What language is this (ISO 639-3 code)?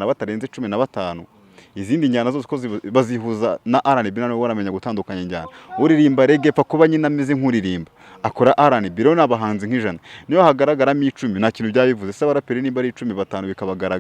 kin